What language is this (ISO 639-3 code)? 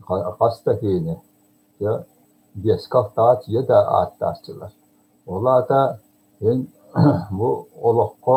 sah